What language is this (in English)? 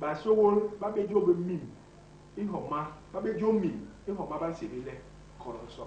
Basaa